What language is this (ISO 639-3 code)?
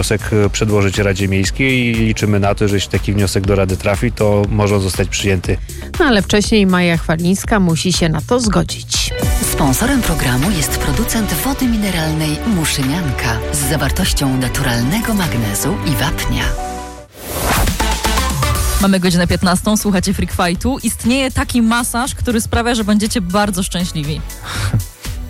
pol